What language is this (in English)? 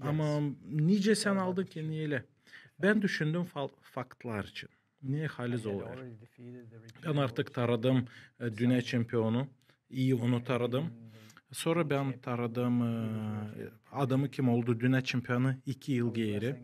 Gagauz